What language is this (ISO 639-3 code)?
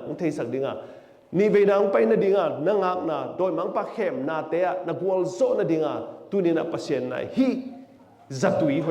ctd